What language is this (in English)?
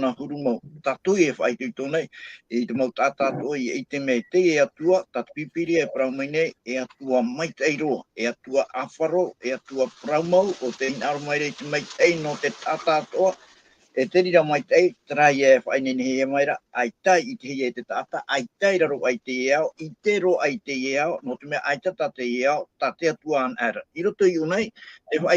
Tahitian